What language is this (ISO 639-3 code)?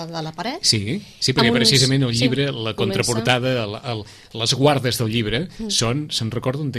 cat